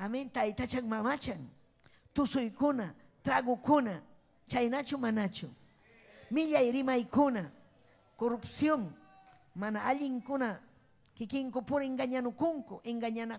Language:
Ayacucho Quechua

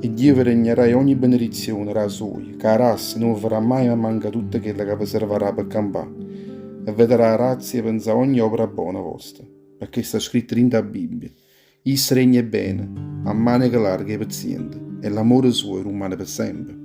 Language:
Neapolitan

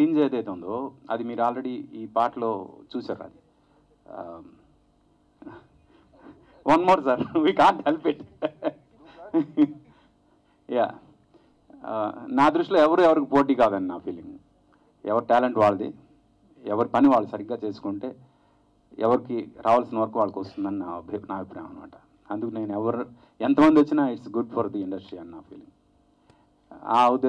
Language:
Telugu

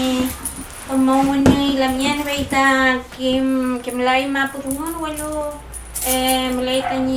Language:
Mapuche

